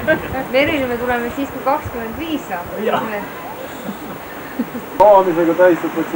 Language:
Estonian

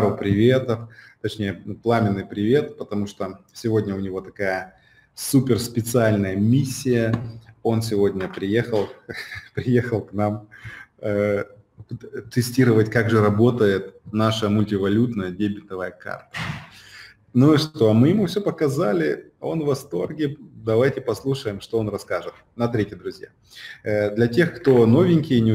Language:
Russian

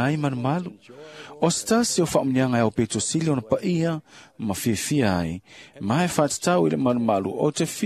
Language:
Samoan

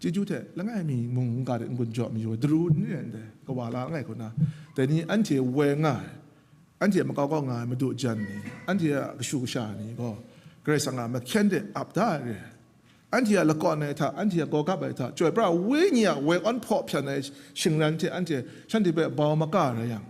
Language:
Kachin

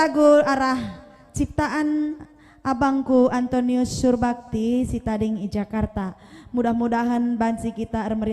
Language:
Batak Karo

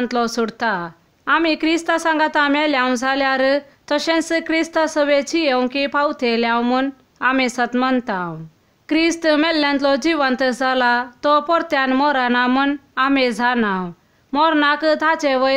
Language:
Konkani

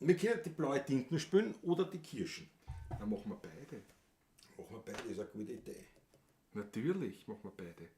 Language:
Bavarian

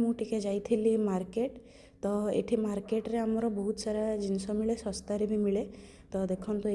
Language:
Odia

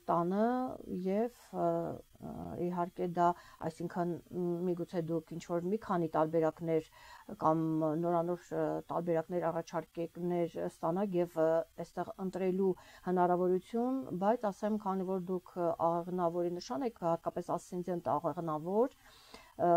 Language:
Armenian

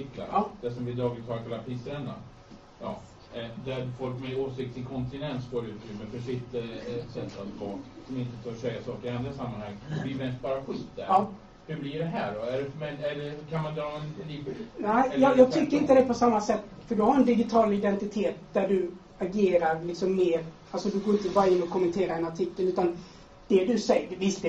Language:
Swedish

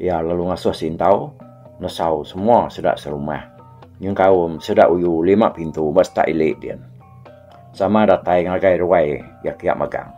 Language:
Iban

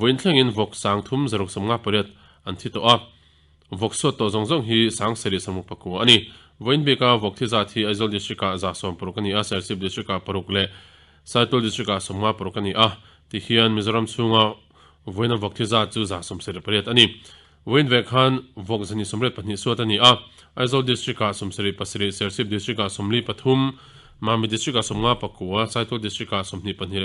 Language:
Mizo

